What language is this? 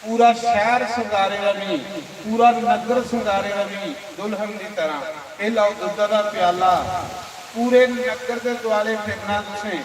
Dogri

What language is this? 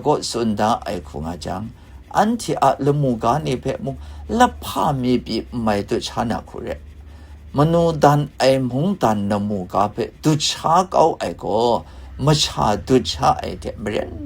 Kachin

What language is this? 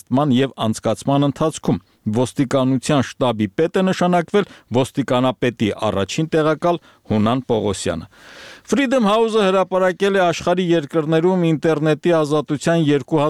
Armenian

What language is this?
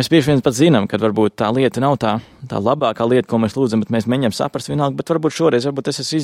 Latvian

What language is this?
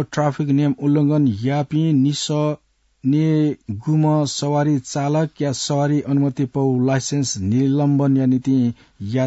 Newari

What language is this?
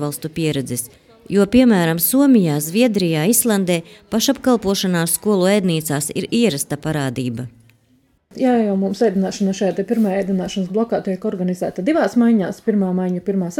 Latvian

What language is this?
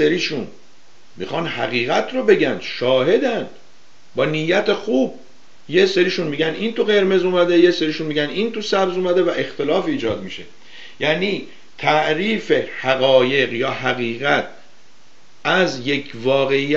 Persian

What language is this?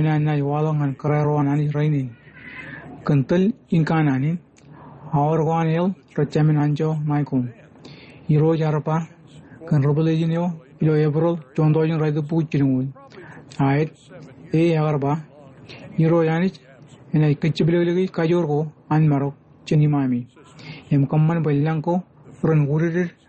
Marshallese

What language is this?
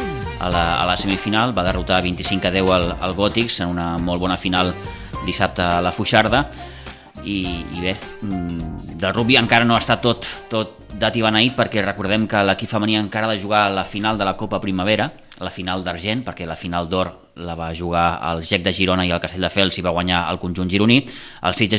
Catalan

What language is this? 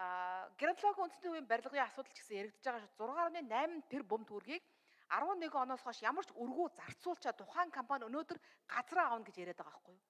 Mongolian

